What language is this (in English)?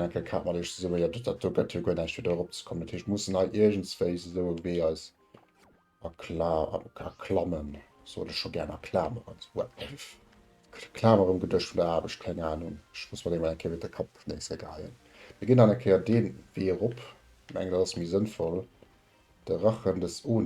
Luxembourgish